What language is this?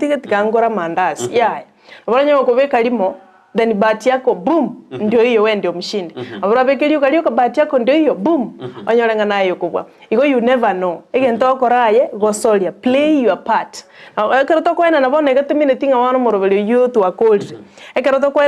Gusii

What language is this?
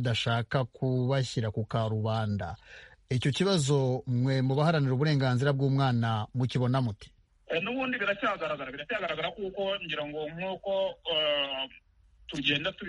Kinyarwanda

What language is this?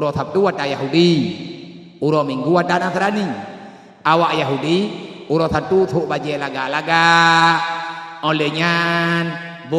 Achinese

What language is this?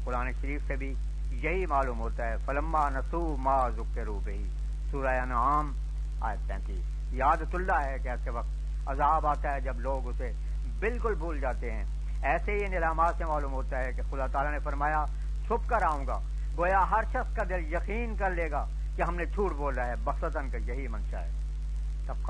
Urdu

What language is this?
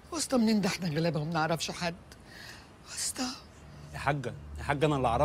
Egyptian Arabic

